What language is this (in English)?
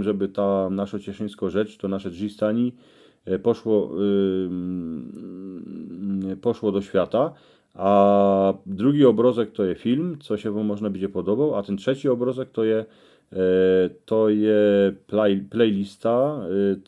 Silesian